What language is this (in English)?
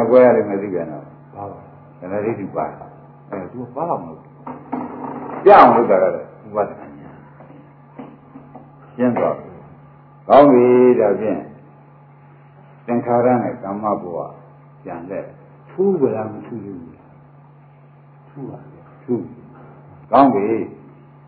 Burmese